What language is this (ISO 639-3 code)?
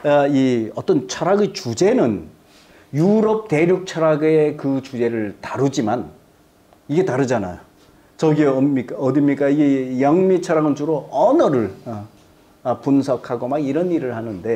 kor